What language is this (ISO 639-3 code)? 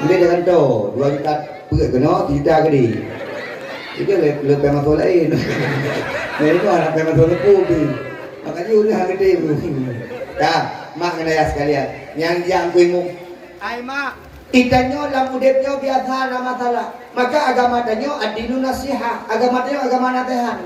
ace